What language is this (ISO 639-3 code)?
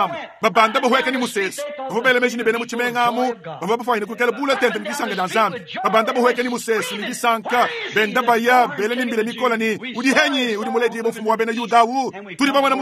lua